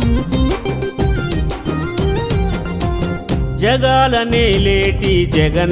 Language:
Telugu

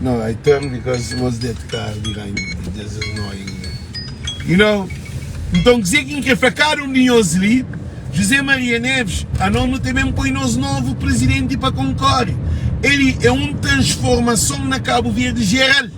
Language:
Kabuverdianu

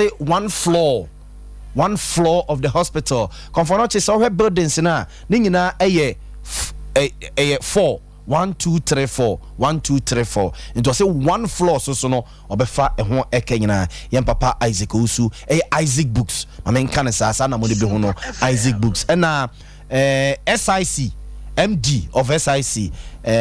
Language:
Akan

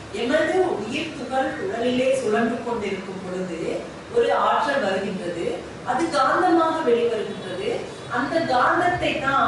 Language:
Tamil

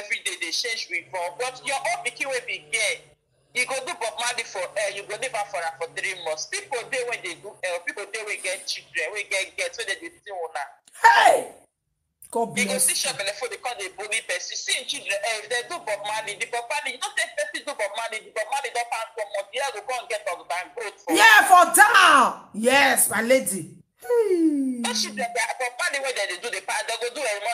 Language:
Nigerian Pidgin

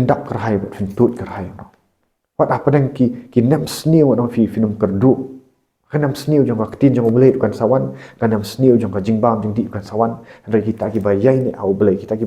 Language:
Khasi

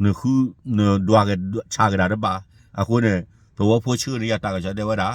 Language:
S'gaw Karen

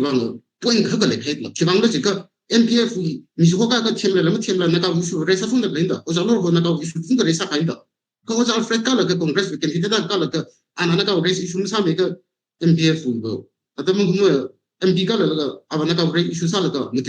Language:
Tangkhul Naga (India)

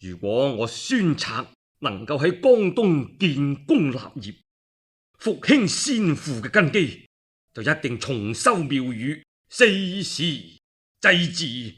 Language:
Cantonese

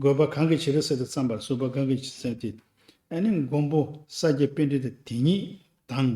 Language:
Tibetan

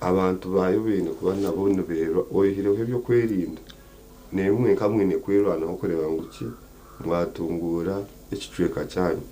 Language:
Nyankole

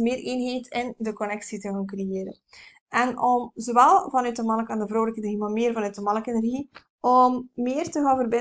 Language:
Dutch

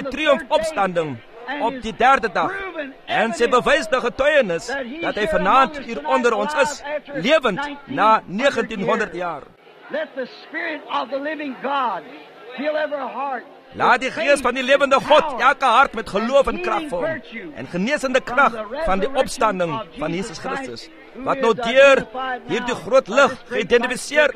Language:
Afrikaans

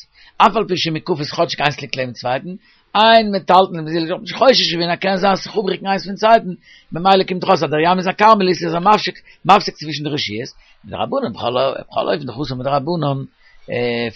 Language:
Yiddish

